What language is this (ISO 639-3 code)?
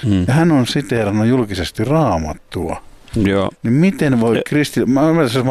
fin